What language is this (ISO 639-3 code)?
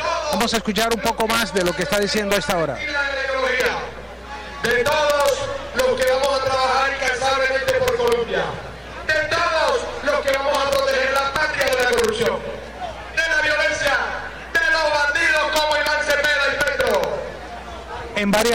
spa